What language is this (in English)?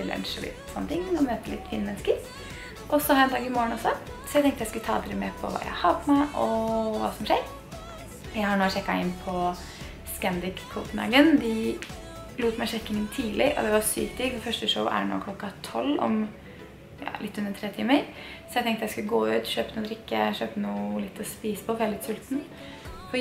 Norwegian